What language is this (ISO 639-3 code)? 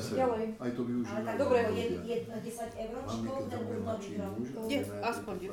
slk